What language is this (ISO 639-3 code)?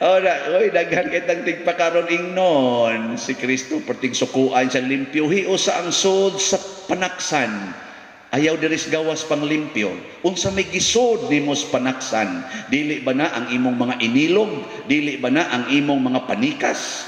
ceb